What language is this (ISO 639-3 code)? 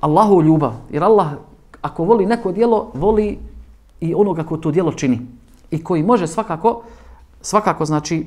bos